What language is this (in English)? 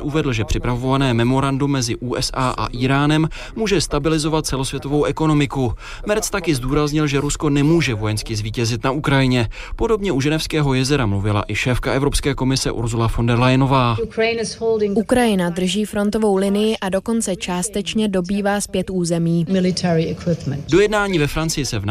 Czech